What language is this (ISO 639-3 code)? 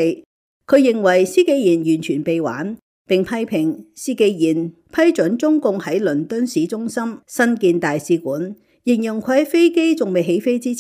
yue